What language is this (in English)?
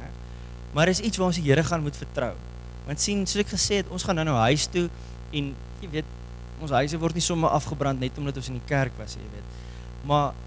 Afrikaans